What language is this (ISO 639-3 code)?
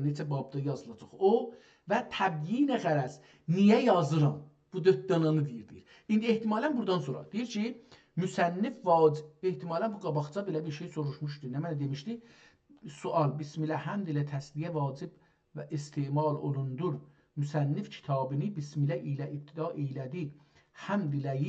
azb